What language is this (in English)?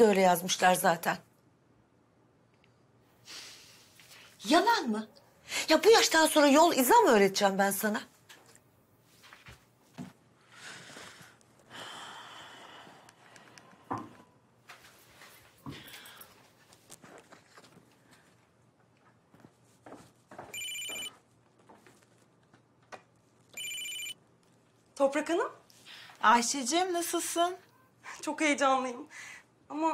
Turkish